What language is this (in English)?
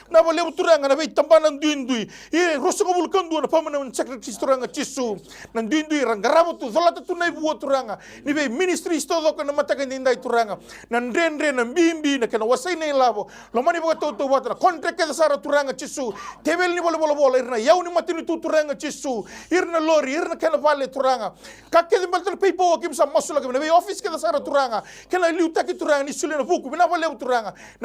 Fijian